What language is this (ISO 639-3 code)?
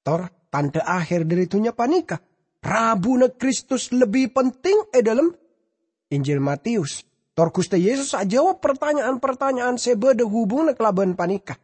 mad